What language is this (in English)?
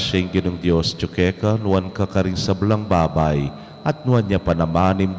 Pampanga